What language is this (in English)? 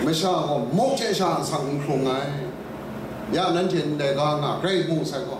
Kachin